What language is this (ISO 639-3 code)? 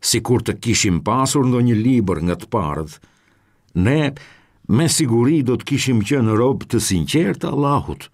sqi